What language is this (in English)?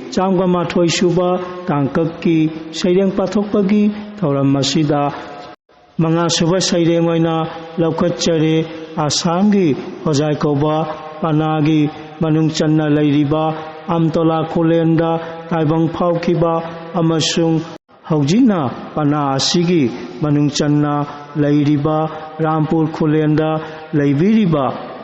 Manipuri